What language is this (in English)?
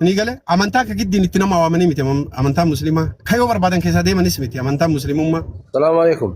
Oromo